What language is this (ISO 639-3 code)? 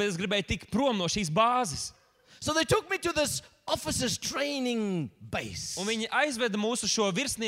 lav